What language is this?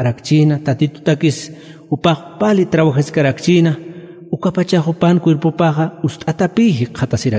Aymara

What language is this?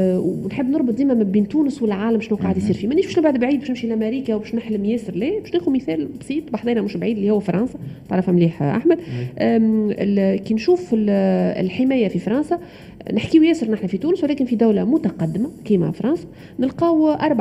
Tunisian Arabic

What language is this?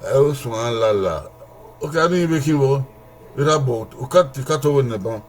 Bini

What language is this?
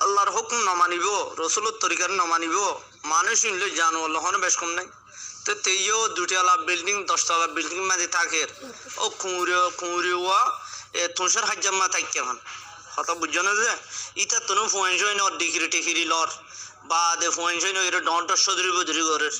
Rohingya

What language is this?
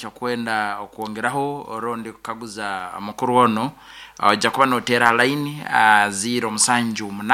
Nyankole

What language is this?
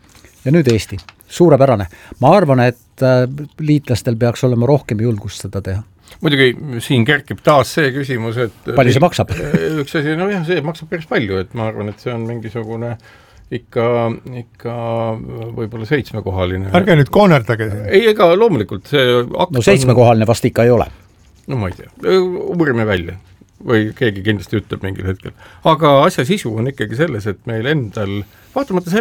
Estonian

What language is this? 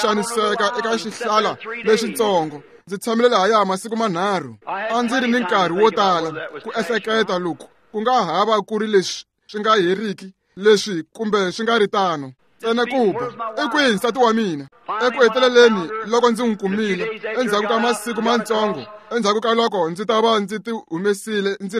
Tsonga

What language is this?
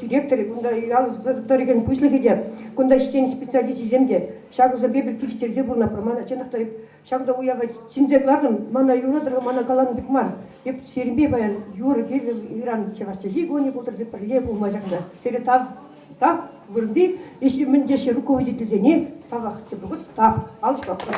Chuvash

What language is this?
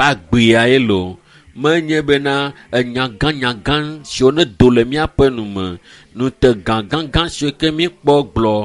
Ewe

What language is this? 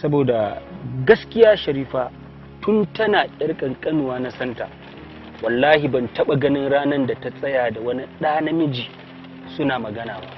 Hausa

